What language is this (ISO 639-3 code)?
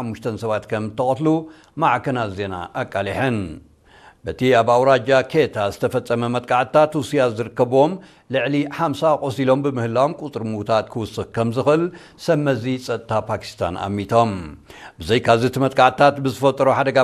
tir